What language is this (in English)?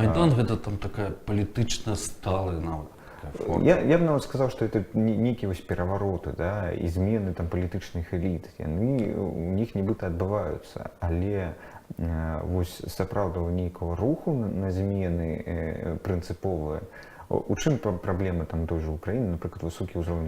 Belarusian